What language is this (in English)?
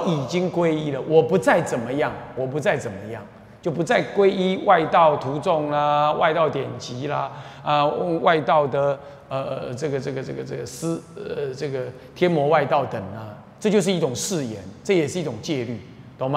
Chinese